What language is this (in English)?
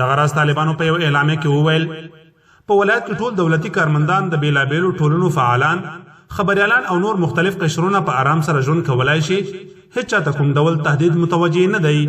Pashto